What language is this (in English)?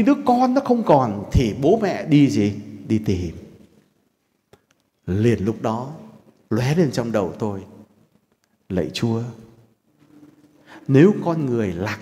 Vietnamese